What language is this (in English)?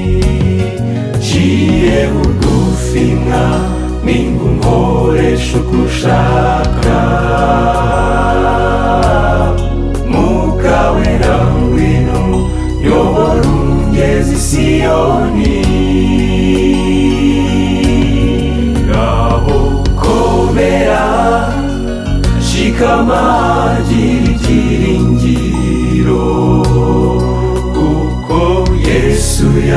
Kinyarwanda